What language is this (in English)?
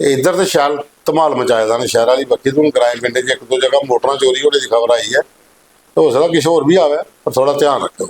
Dogri